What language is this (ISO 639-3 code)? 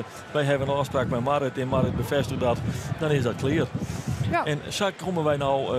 fry